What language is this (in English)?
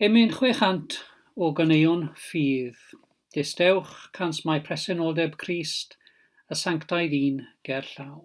Welsh